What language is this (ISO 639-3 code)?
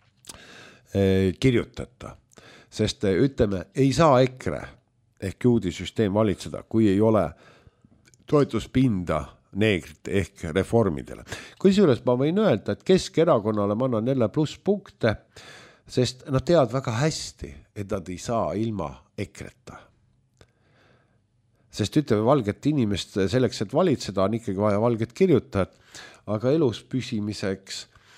est